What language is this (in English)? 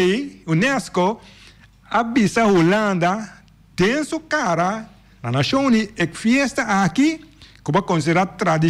Papiamento